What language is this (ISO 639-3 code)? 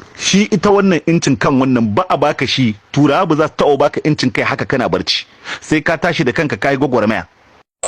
hau